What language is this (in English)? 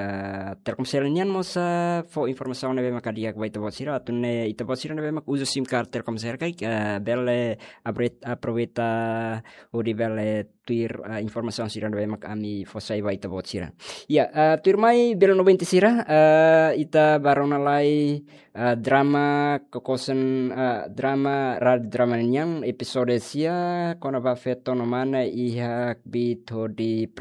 Tetum